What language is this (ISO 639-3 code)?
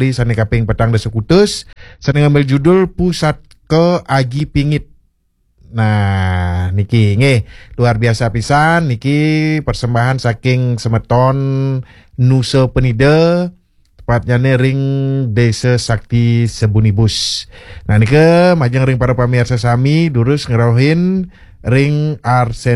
ban